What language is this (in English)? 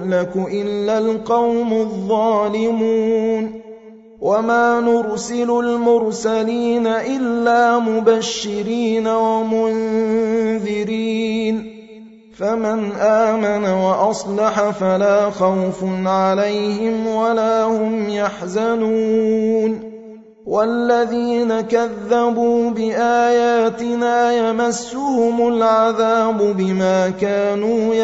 Arabic